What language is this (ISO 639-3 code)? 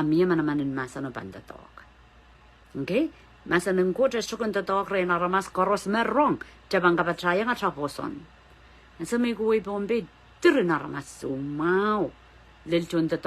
pon